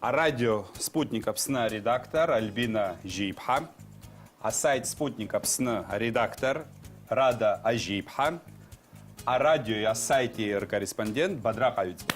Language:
Abkhazian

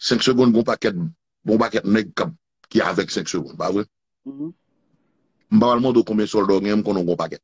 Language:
Haitian Creole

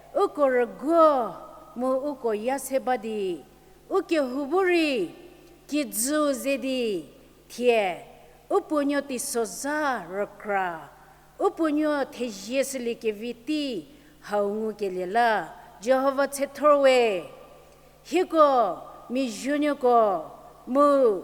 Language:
Angami Naga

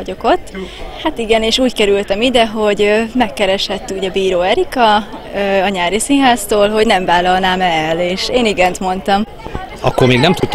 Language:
Hungarian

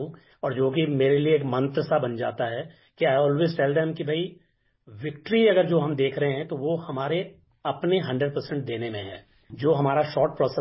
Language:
Hindi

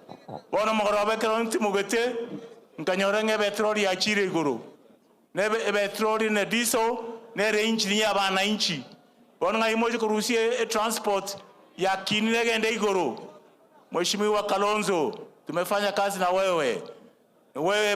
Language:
Gusii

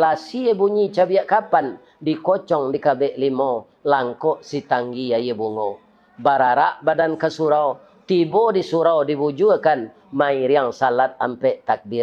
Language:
Minangkabau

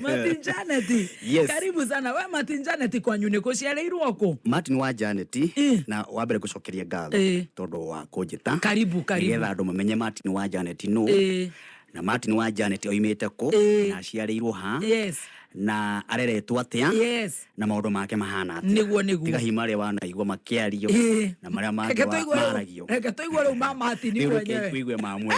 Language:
Kikuyu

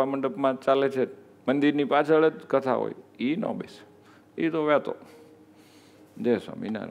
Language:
Gujarati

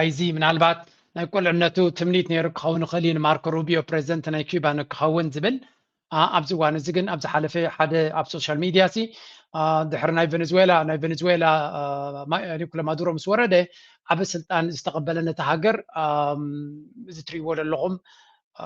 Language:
Tigrinya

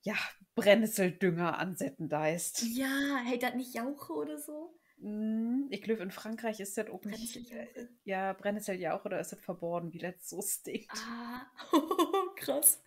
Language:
Low German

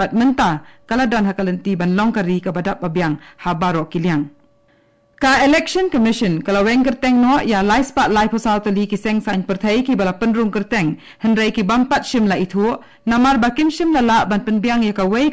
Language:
Khasi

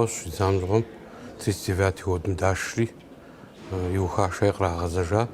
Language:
Kabardian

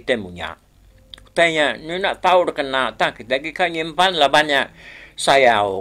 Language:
Iban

